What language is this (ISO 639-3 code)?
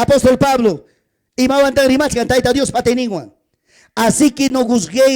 quy